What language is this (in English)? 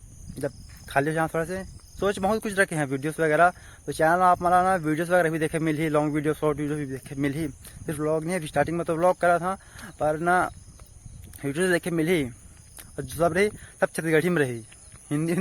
Chhattisgarhi